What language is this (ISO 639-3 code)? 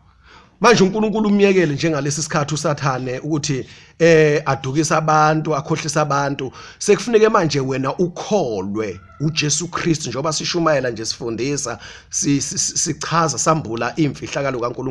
zul